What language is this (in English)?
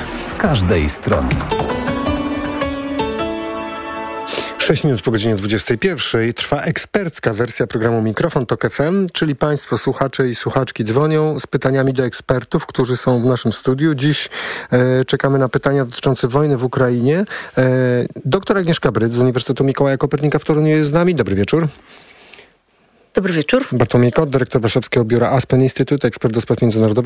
Polish